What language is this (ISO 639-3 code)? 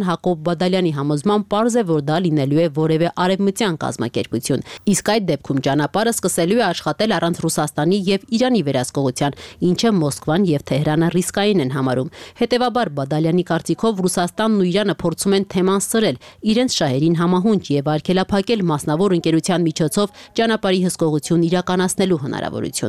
hye